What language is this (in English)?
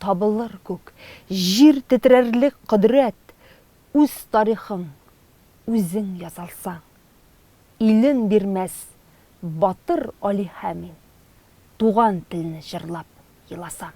Tatar